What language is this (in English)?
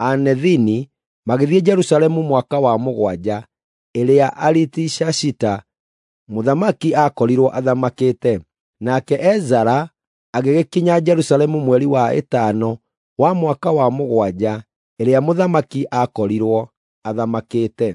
Kikuyu